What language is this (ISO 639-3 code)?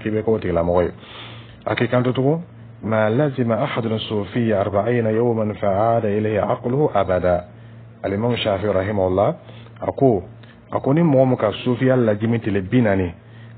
dyu